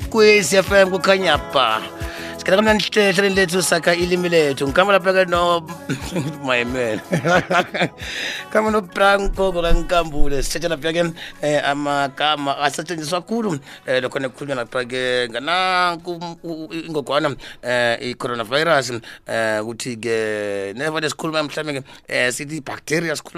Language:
South Ndebele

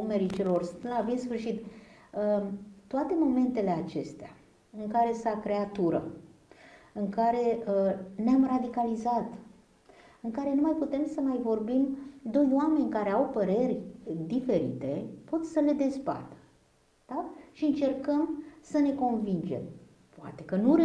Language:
Romanian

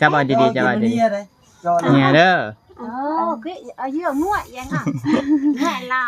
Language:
Lao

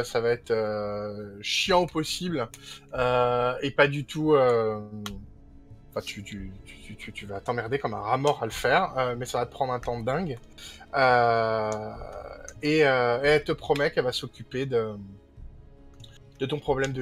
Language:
French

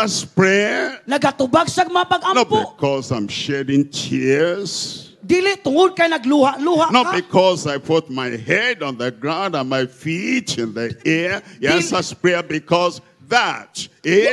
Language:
Cebuano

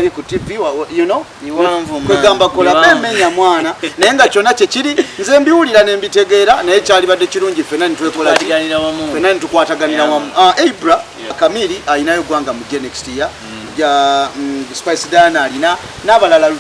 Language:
Ganda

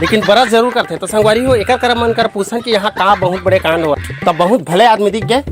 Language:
Chhattisgarhi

